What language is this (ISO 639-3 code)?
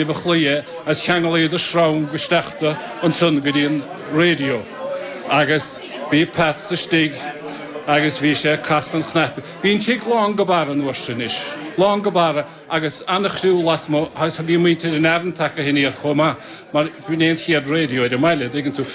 gle